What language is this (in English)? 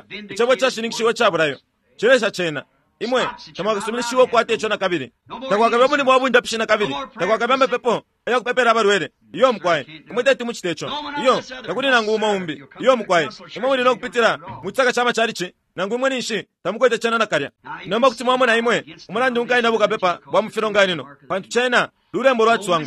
Bemba